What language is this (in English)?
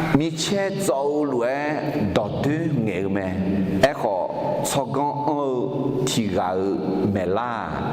Akha